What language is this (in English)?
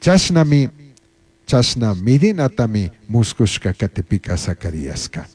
Chimborazo Highland Quichua